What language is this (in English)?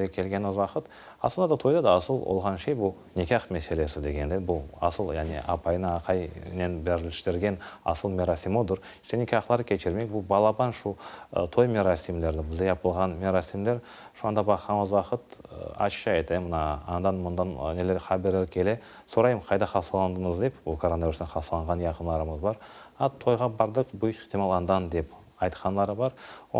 Crimean Tatar